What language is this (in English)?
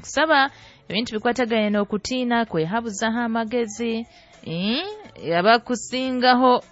Nyoro